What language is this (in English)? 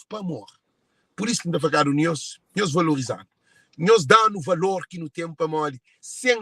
Kabuverdianu